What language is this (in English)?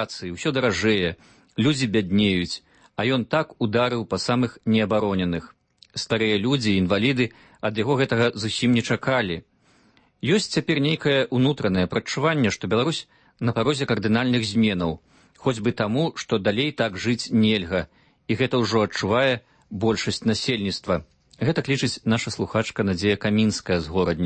Belarusian